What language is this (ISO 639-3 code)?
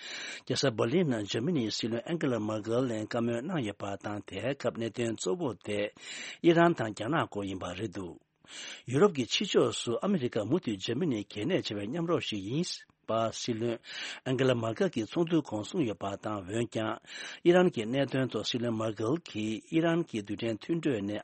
bod